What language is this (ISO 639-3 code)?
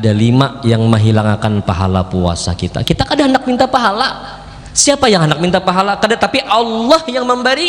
bjn